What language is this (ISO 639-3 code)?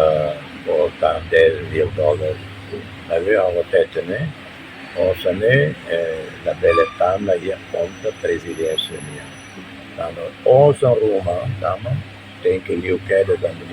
tet